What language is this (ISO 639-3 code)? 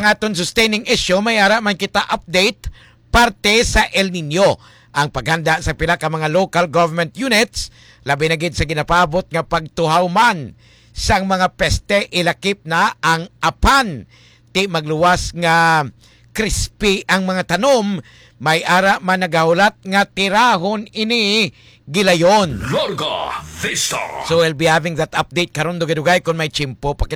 hil